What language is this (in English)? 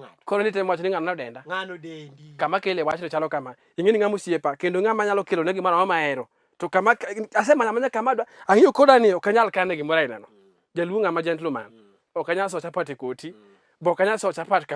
Luo (Kenya and Tanzania)